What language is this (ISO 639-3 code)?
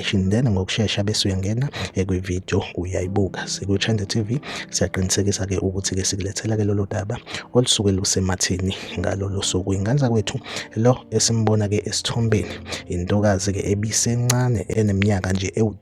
zul